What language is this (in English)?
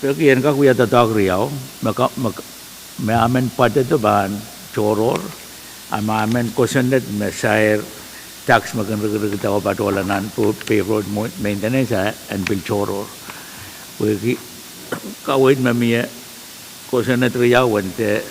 Pohnpeian